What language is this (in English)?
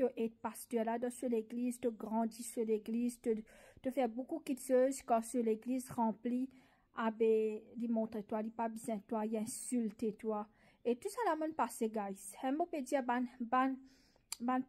Morisyen